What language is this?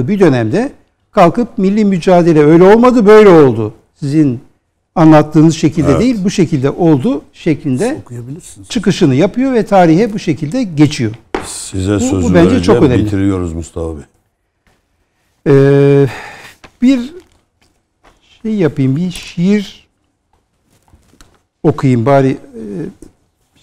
Turkish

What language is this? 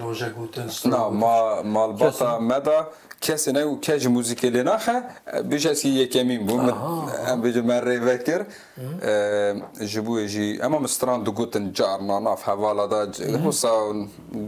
Kurdish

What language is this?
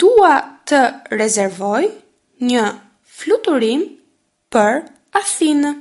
Albanian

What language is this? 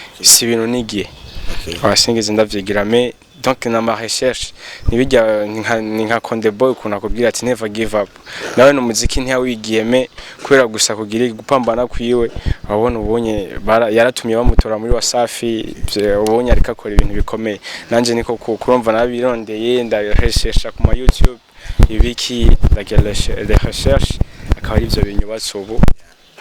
Rundi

